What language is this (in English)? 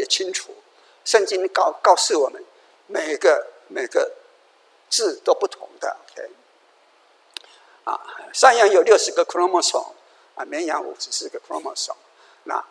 Chinese